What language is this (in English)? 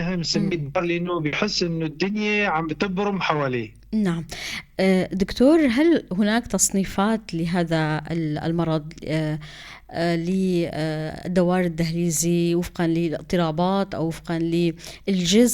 North Levantine Arabic